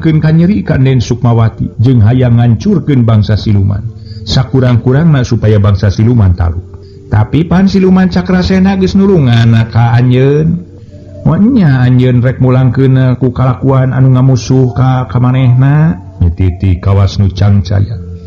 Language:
Sundanese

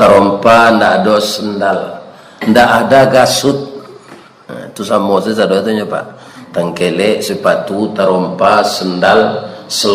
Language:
Minangkabau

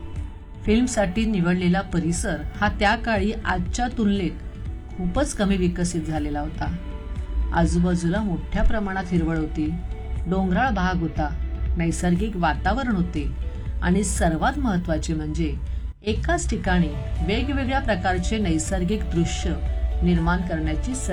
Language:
Marathi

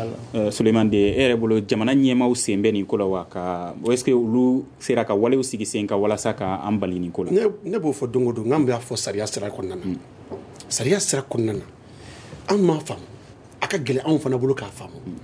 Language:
Bambara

